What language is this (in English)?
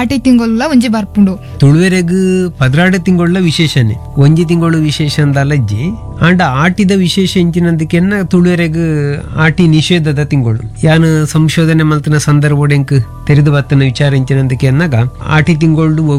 Tulu